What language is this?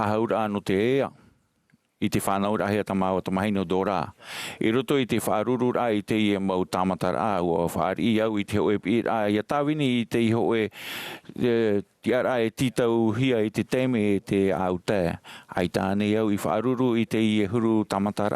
Tahitian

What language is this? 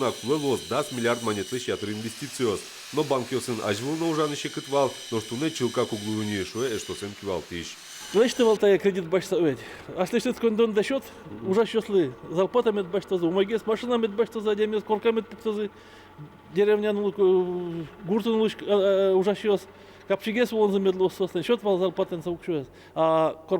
Udmurt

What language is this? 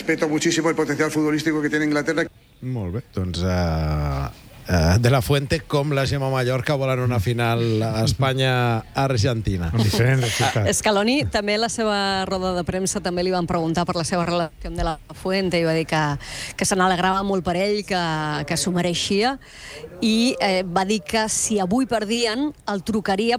Catalan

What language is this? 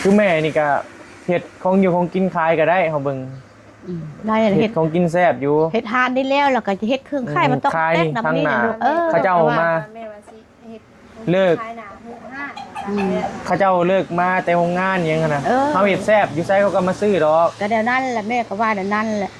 Northeastern Thai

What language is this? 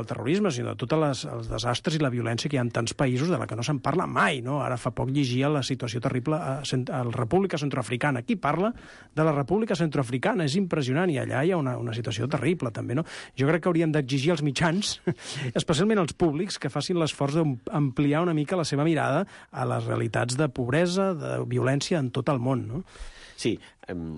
Catalan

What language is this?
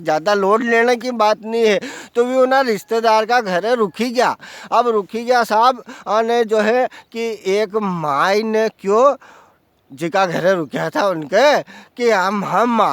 Rajasthani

